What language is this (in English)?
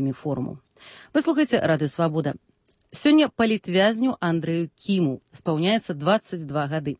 Belarusian